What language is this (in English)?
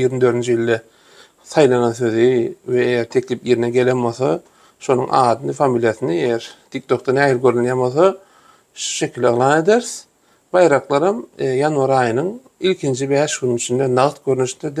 Turkmen